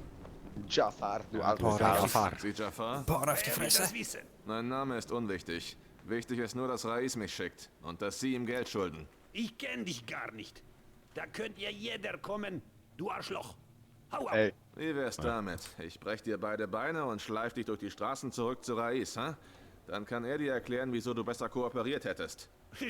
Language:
Swiss German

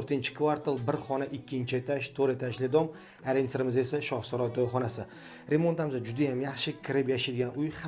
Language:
Uzbek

